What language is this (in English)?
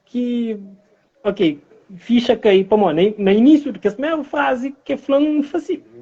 Kabuverdianu